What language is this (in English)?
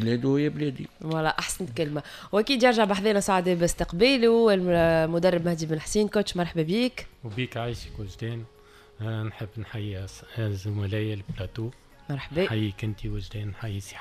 Tunisian Arabic